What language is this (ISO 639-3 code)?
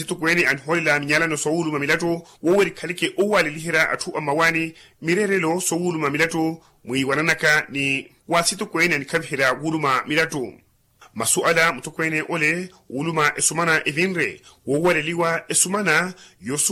vmw